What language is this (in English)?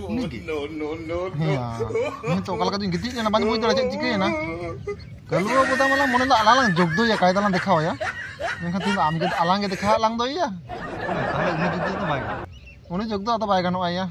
Santali